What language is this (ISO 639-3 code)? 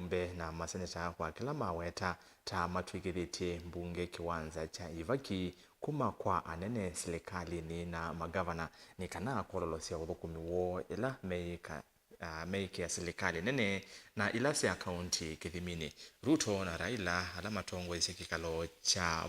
kam